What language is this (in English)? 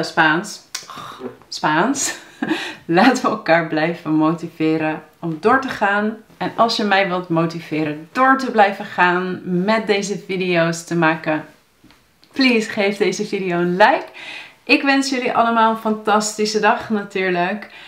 Dutch